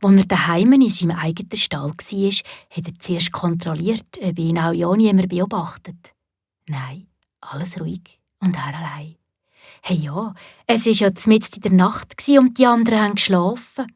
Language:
Swiss German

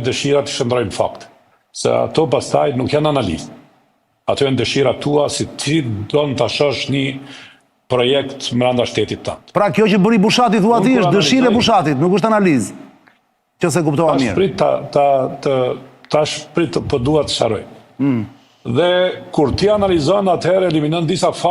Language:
Albanian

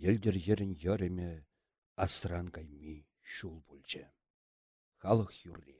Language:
Chuvash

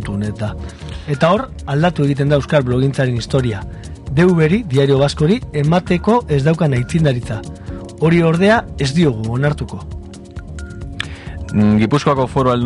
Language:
Basque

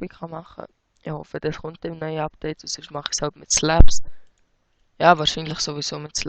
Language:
Swiss German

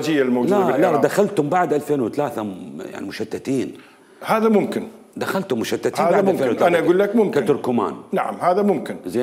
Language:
Mesopotamian Arabic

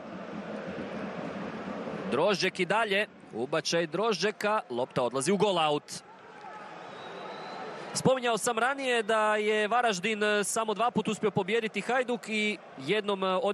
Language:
Croatian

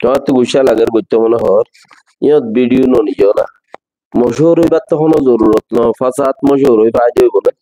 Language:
Rohingya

